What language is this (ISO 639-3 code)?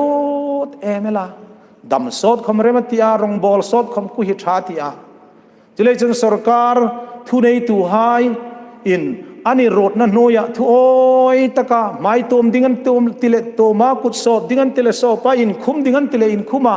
hmr